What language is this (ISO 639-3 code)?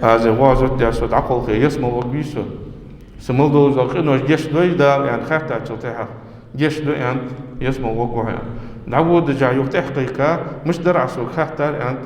inh